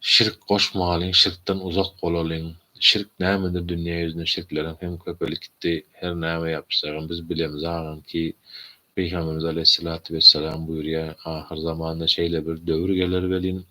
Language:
Turkmen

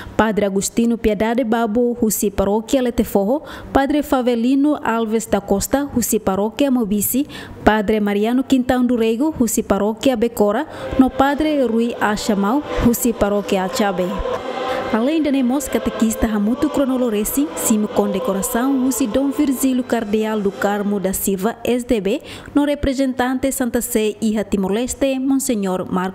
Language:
Tetum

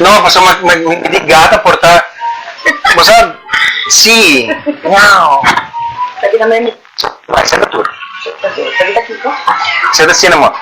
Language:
Papiamento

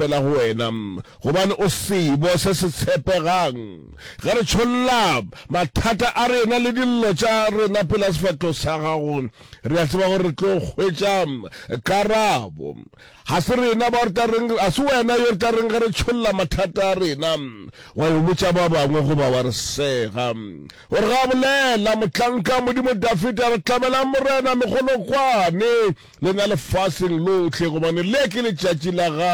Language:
Northern Sotho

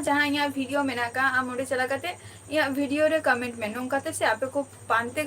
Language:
Santali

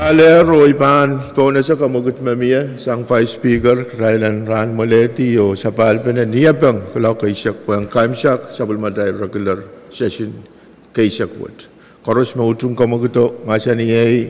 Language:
Pohnpeian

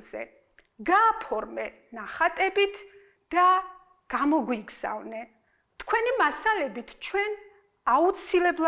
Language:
Georgian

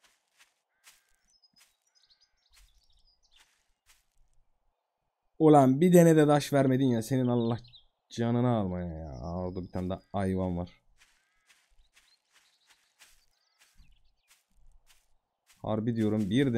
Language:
Turkish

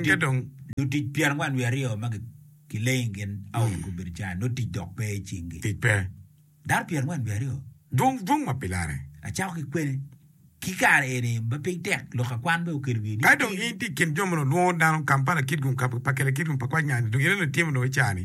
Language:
Acoli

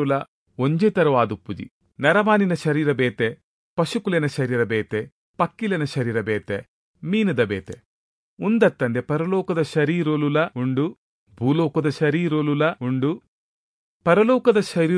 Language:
Tulu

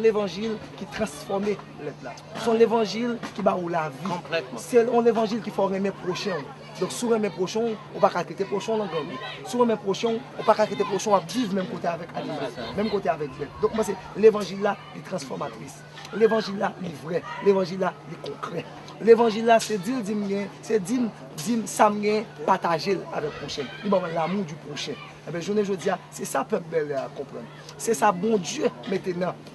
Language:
Haitian Creole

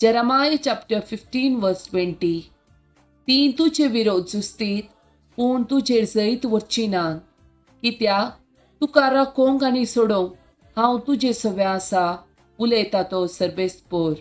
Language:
Konkani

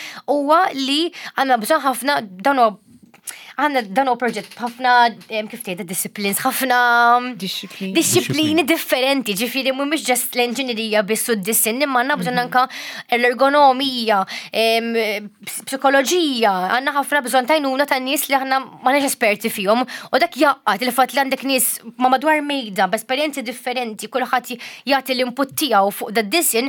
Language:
Maltese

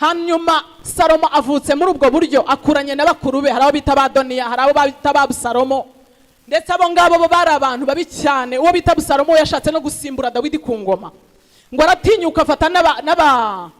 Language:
Kinyarwanda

